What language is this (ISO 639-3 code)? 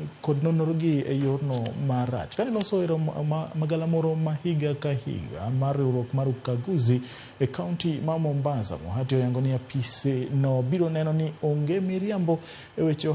luo